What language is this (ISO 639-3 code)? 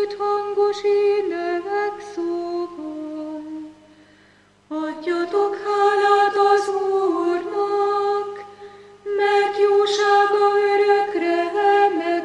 hun